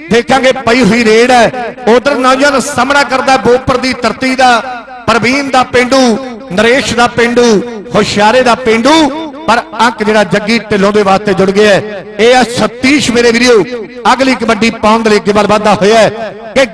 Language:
Punjabi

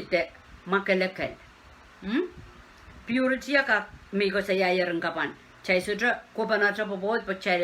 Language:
Pohnpeian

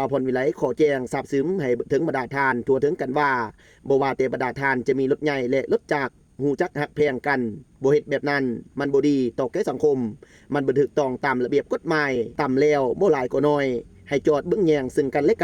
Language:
Lao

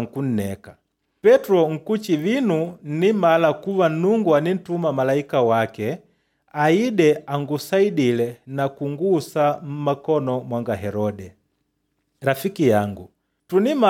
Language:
Makonde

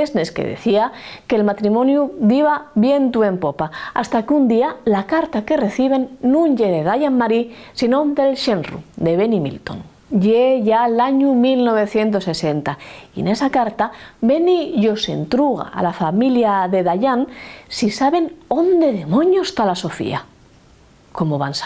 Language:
Asturian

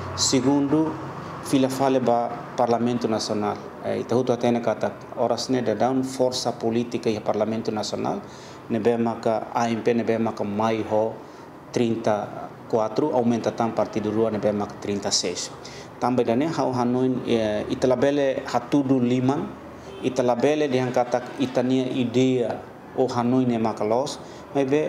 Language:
Tetum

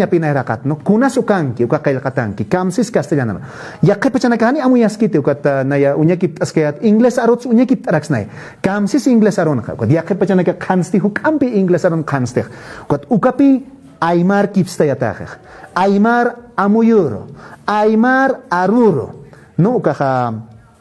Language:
Aymara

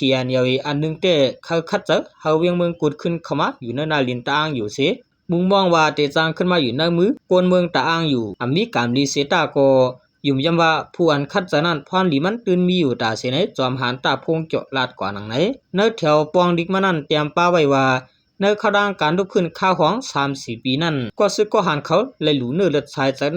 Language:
Shan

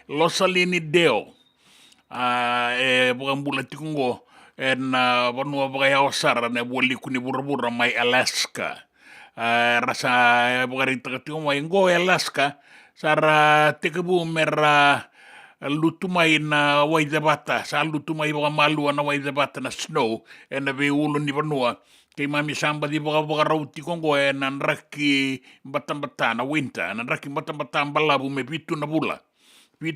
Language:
Fijian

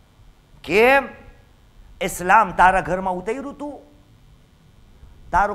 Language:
Gujarati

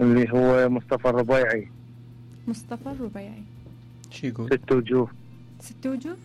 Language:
Mesopotamian Arabic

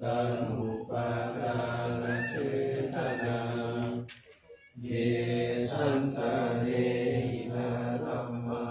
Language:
Pali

